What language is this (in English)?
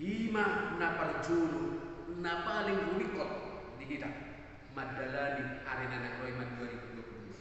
Batak Toba